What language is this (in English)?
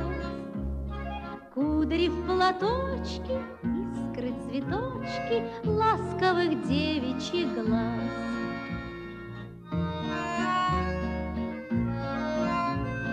Russian